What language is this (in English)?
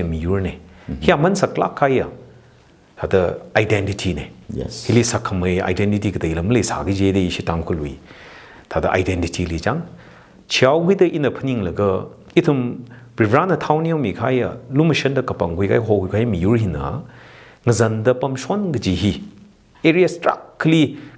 Tangkhul Naga (India)